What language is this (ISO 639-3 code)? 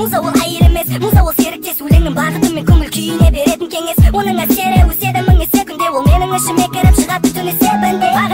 kaz